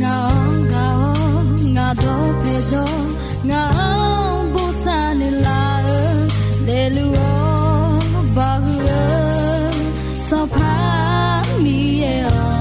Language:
Akha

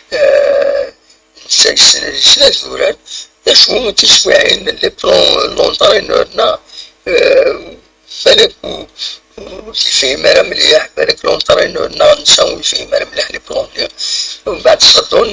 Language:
Kabyle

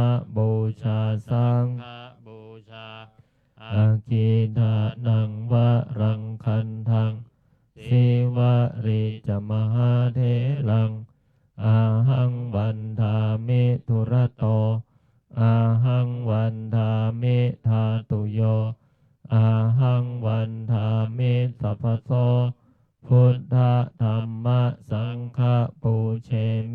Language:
Pali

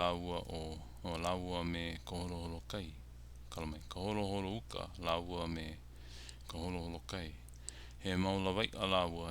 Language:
Hawaiian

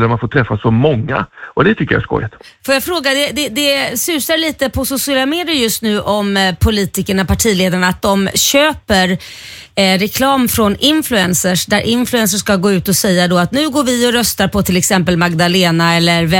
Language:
Swedish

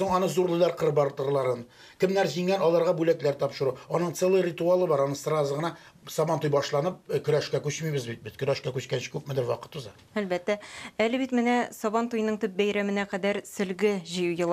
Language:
Tatar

